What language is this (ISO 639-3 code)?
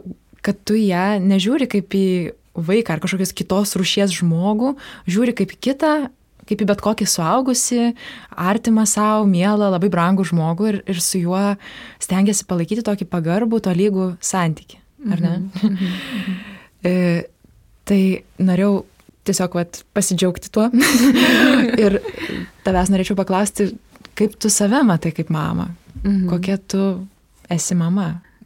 lit